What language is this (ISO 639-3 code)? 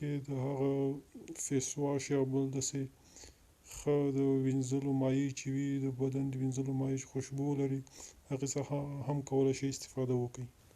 pus